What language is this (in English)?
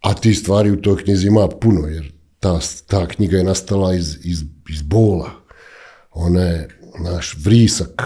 Bosnian